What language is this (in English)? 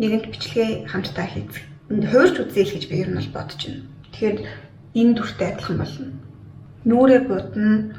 Mongolian